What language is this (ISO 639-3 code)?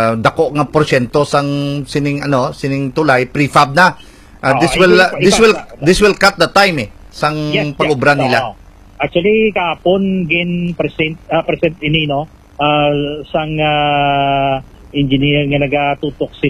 hil